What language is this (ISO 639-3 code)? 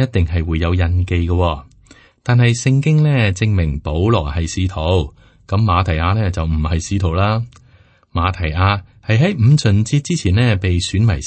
yue